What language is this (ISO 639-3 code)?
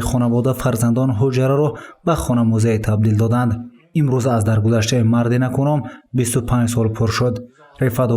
tgk